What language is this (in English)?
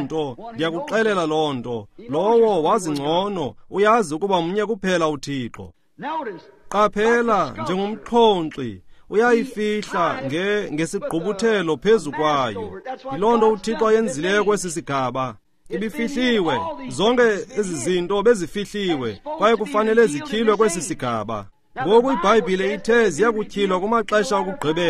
Xhosa